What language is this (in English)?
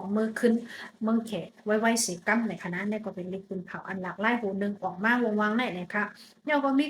Shan